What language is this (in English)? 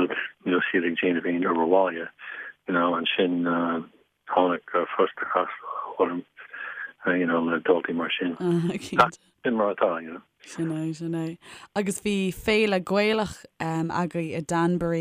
Irish